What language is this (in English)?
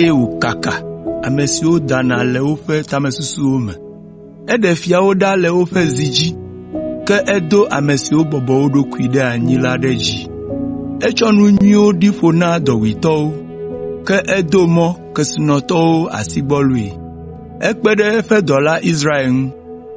Ewe